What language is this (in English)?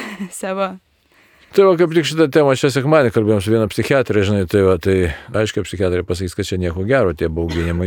Lithuanian